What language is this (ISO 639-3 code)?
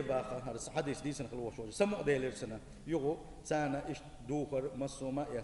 che